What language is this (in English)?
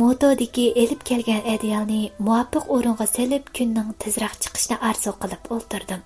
Uyghur